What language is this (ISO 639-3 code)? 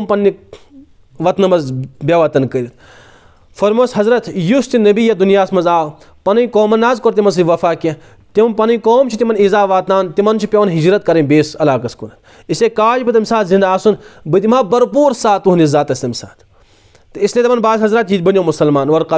kas